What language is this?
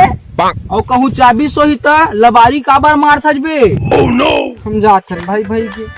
Chhattisgarhi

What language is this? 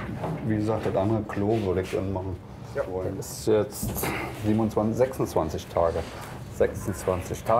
German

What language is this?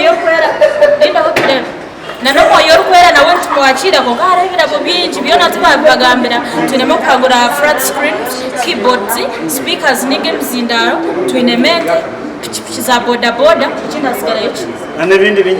Nyankole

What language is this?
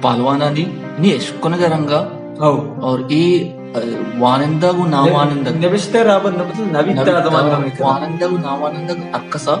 Baluchi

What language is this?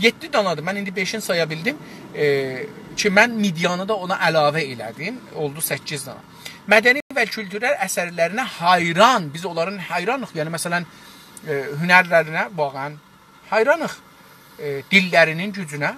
South Azerbaijani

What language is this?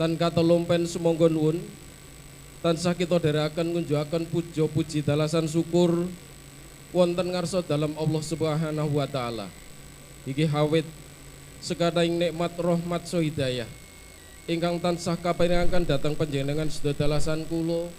Javanese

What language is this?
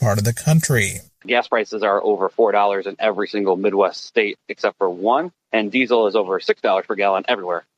English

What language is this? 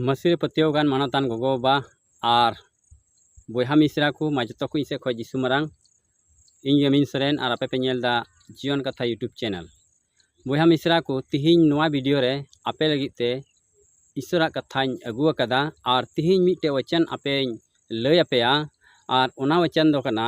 Santali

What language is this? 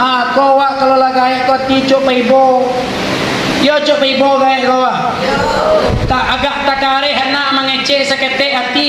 Minangkabau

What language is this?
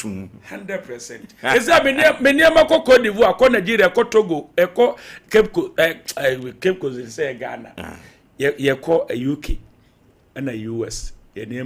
Akan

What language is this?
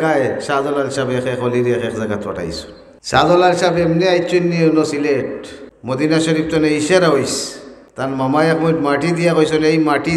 Sylheti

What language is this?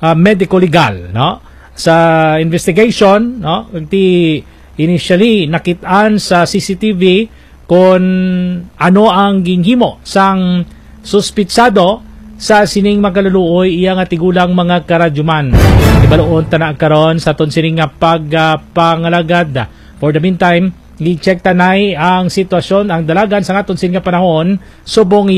Hiligaynon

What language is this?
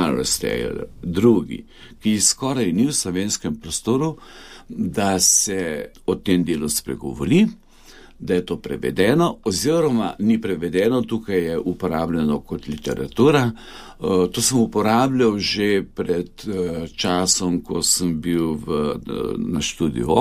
Slovenian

